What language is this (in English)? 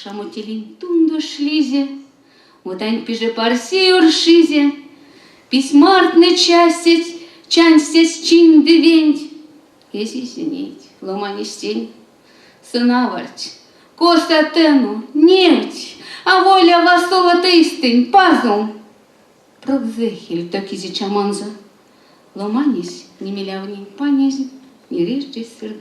Erzya